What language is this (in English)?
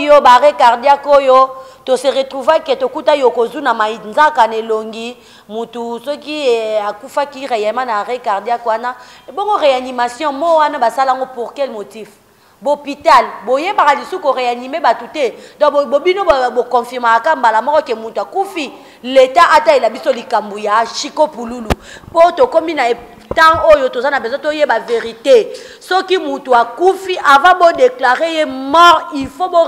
Lingala